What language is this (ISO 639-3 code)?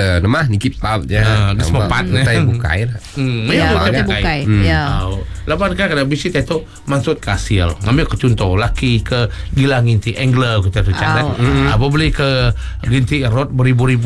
msa